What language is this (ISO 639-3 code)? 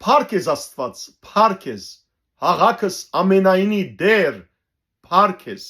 hyw